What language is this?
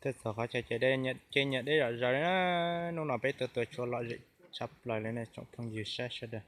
Hmong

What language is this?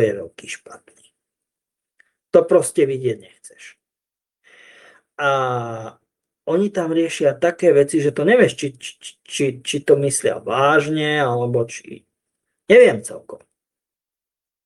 Slovak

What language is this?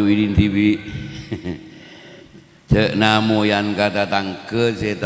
Madurese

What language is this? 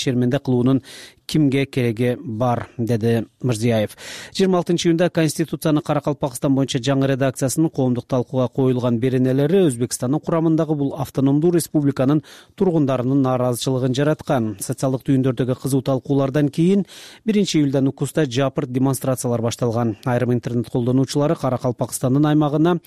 Kyrgyz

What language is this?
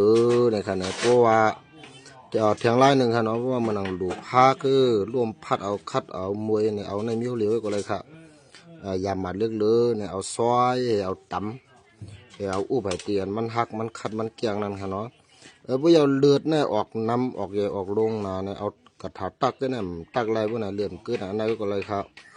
Shan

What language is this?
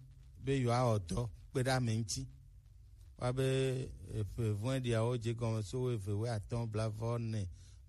Gen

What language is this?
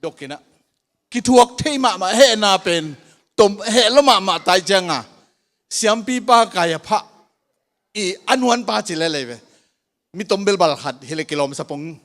Tedim Chin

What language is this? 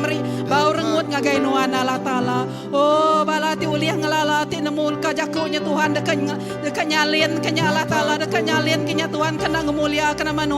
Iban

